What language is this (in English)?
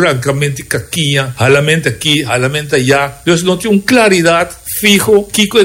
Papiamento